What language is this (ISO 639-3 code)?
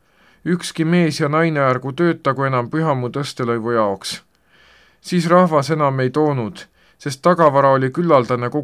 est